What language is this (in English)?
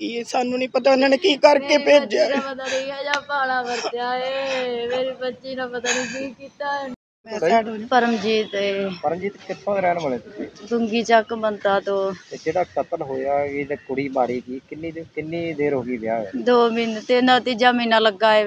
Punjabi